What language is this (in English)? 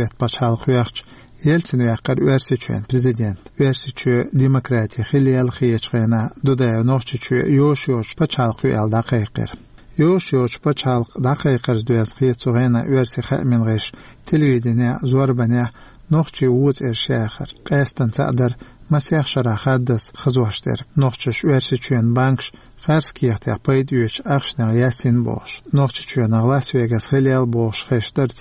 Chechen